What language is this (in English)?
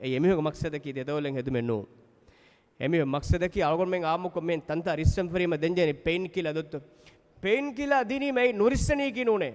Divehi